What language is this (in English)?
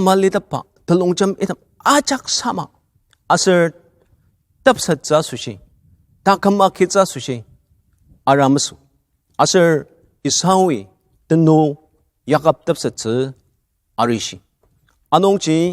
Ao Naga